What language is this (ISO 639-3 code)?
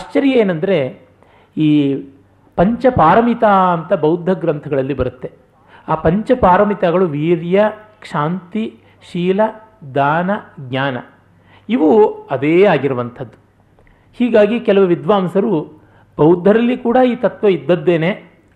kan